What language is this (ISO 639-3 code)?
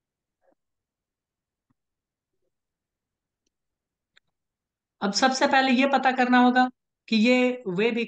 hin